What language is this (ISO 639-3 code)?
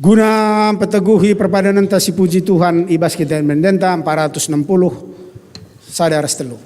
btx